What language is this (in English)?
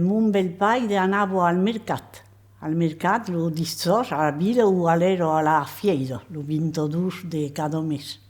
Occitan